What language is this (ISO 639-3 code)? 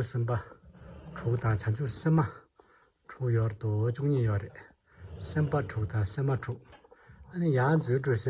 bod